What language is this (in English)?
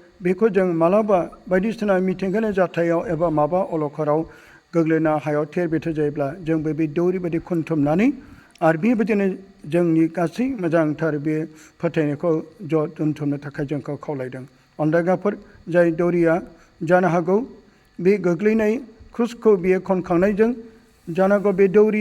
Bodo